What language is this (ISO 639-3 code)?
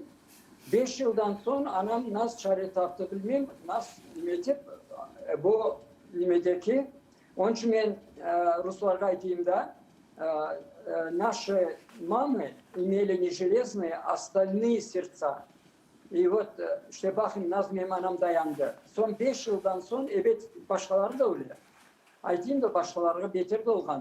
crh